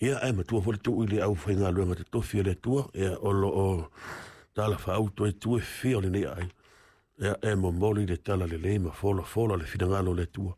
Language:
Samoan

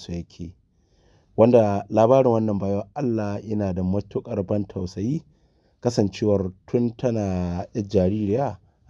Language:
Hausa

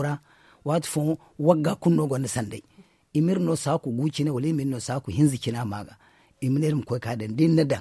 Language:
Zarma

